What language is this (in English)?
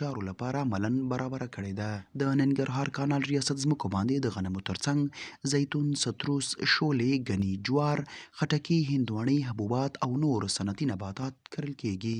Pashto